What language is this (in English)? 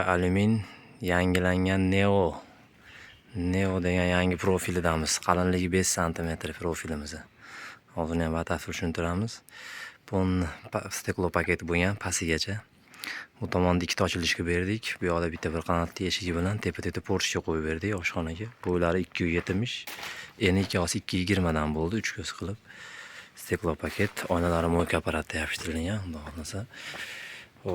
Uzbek